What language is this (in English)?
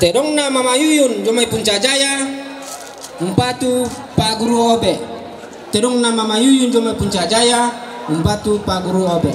Toraja-Sa'dan